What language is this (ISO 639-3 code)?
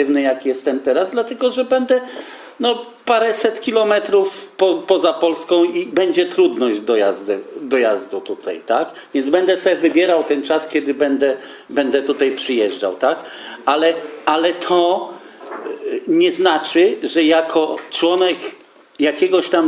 pol